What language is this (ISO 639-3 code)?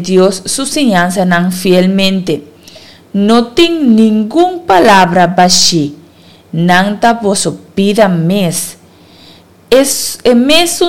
pap